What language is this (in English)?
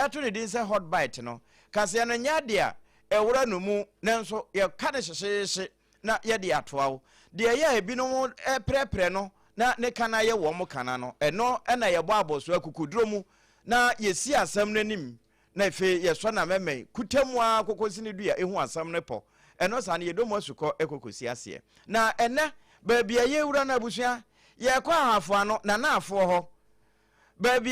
Akan